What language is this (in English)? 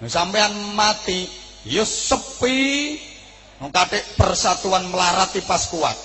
Javanese